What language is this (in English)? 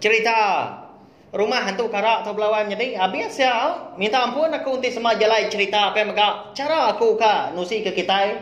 Iban